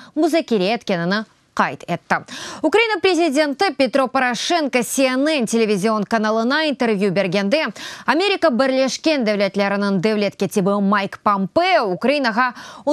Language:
Crimean Tatar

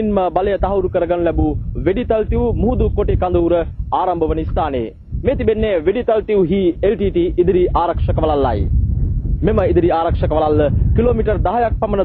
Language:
Sinhala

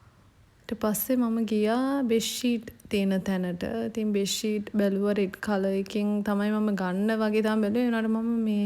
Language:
Sinhala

